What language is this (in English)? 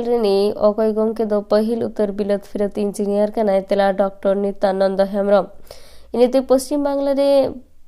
Santali